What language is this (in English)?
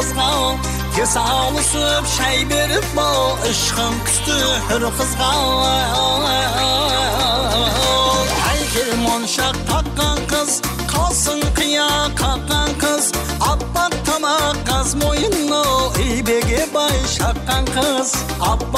Kara-Kalpak